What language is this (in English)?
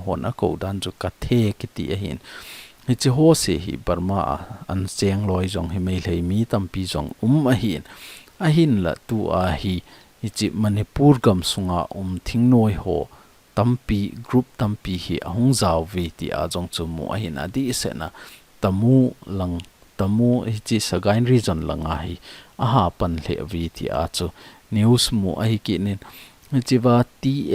Thado Chin